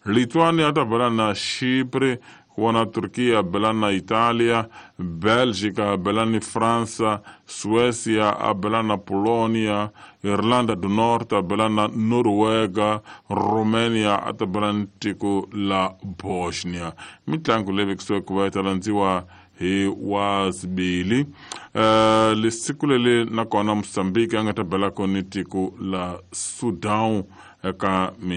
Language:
Tsonga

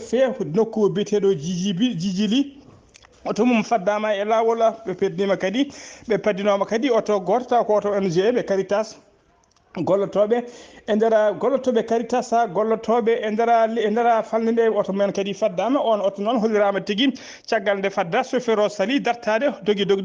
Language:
Fula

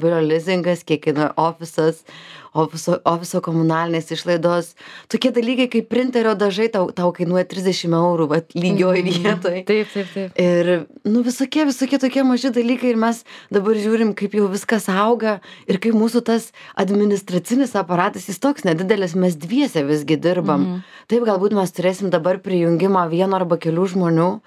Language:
Lithuanian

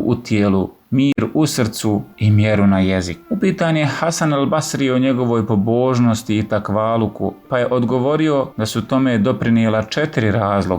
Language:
Bosnian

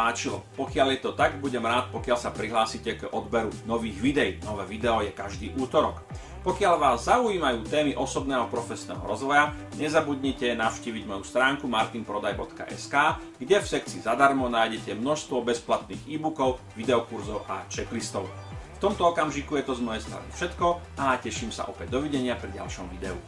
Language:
Slovak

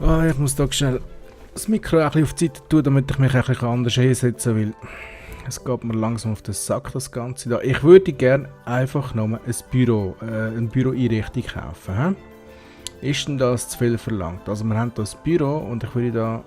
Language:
Swiss German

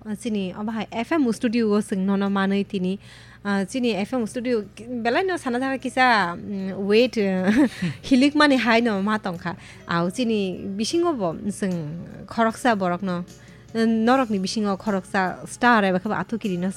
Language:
Kok Borok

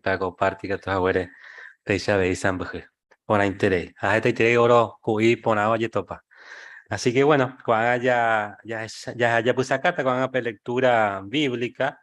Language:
Guarani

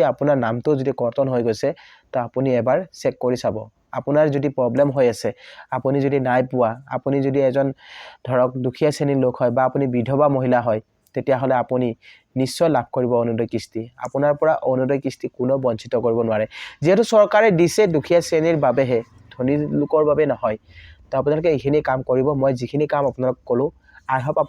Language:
Assamese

